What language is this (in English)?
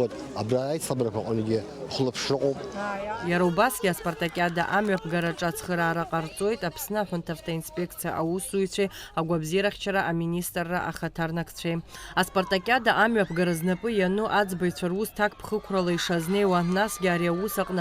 Abkhazian